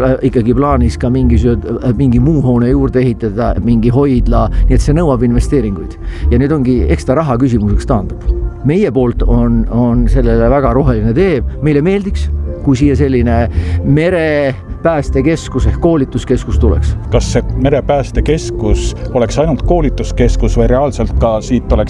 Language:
Estonian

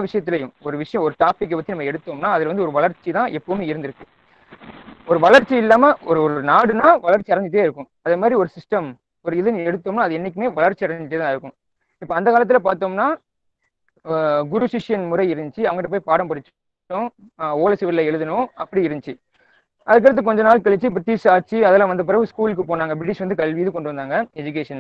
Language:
Tamil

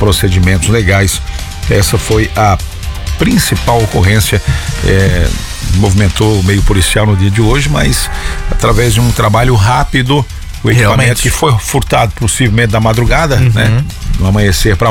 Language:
Portuguese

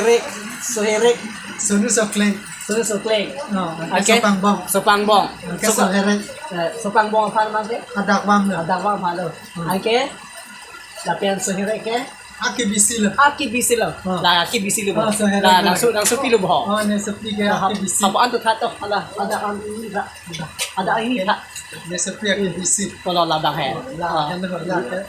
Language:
Karbi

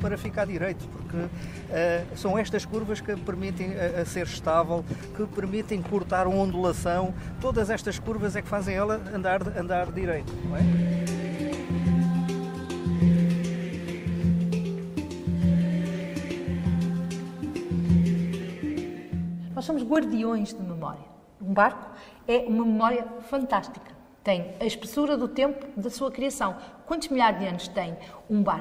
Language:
Portuguese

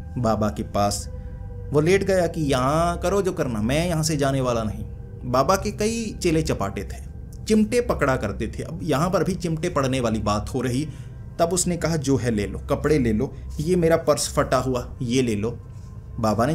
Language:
Hindi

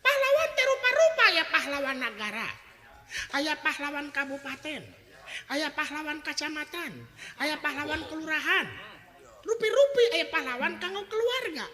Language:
Sundanese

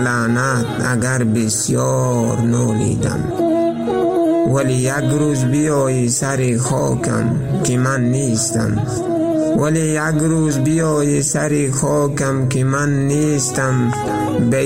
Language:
Persian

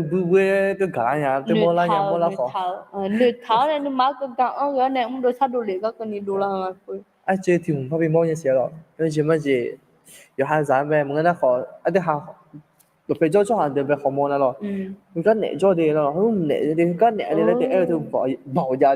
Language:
Akha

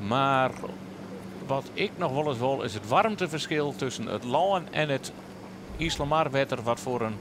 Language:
Western Frisian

